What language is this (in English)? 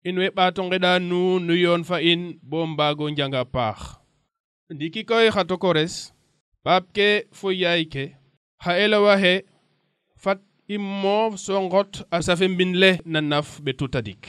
Serer